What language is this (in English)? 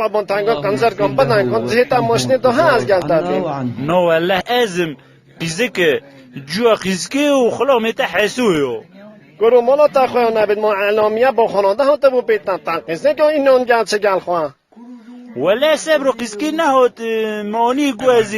Kurdish